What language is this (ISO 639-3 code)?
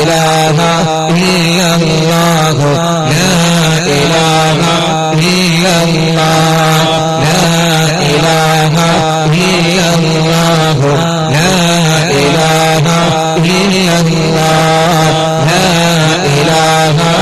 mal